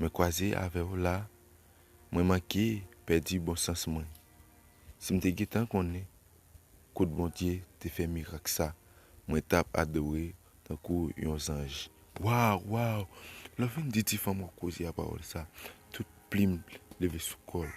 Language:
Haitian Creole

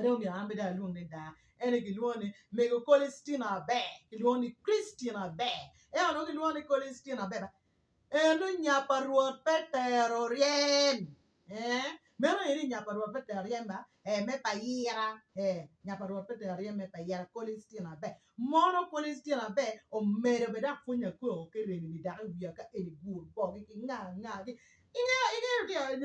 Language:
Acoli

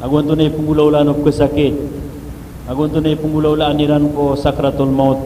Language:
Maranao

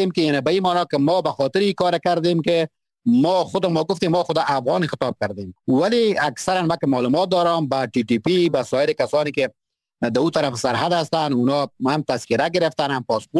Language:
Persian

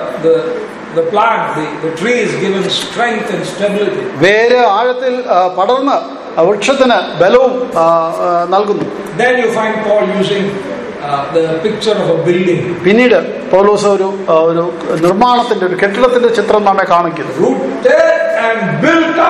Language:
Malayalam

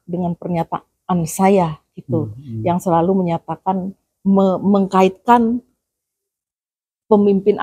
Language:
Indonesian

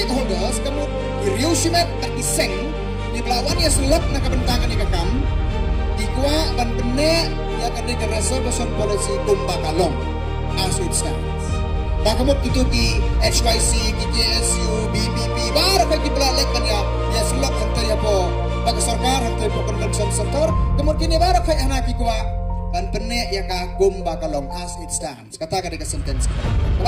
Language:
Khasi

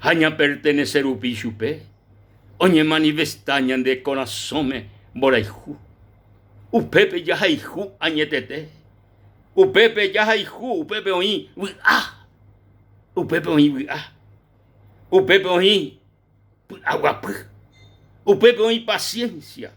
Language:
Guarani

